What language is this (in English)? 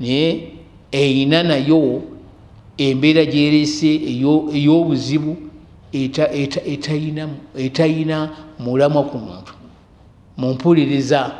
Ganda